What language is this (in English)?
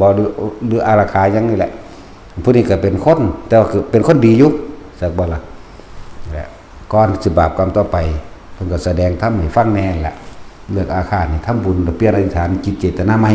Northeastern Thai